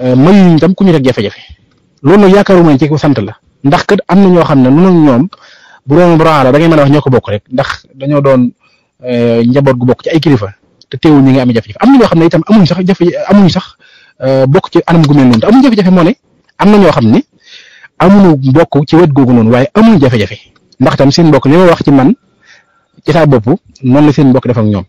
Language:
Wolof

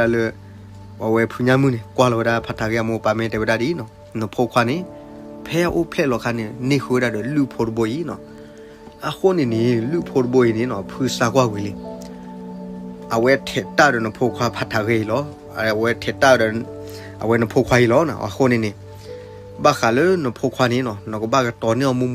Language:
S'gaw Karen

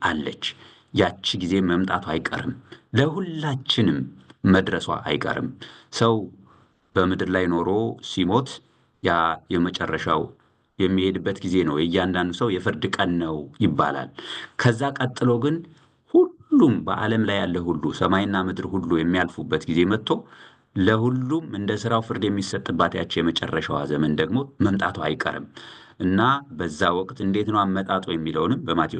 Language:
Amharic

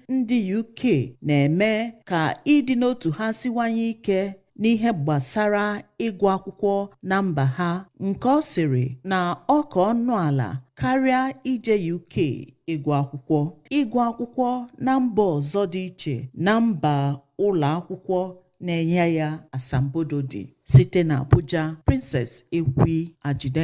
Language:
Igbo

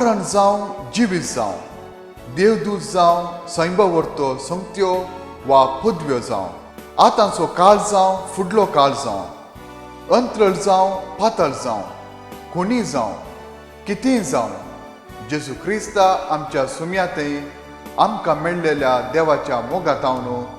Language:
Konkani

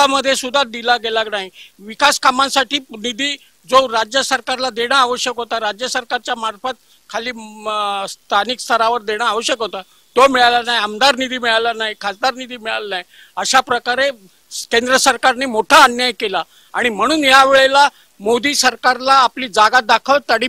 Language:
Marathi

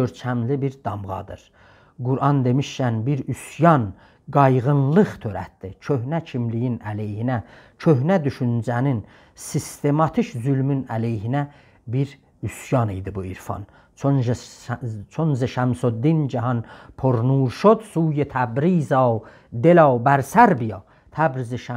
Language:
South Azerbaijani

